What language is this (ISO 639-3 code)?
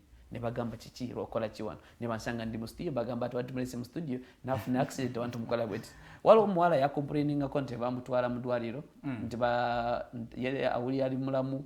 lug